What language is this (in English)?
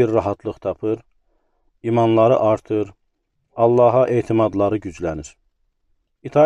Azerbaijani